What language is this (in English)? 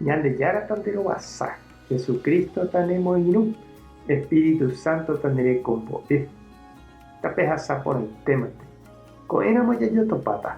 Guarani